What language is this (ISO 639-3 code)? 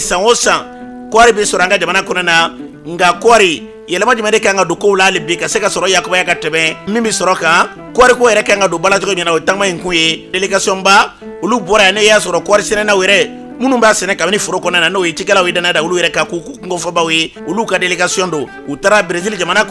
bam